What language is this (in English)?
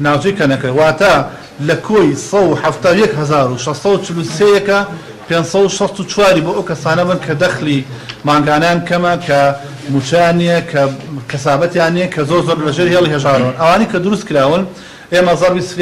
Central Kurdish